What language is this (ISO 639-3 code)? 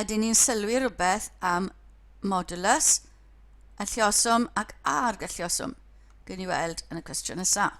cym